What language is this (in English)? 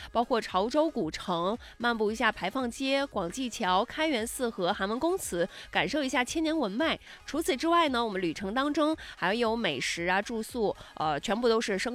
Chinese